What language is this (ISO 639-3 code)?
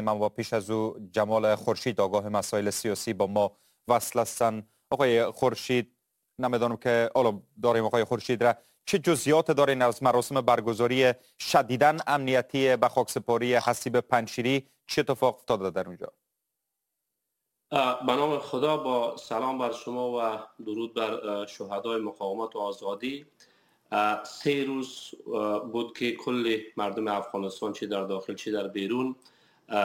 fas